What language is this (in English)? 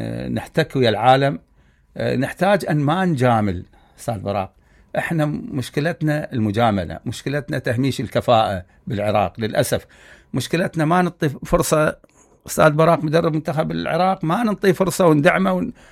Mesopotamian Arabic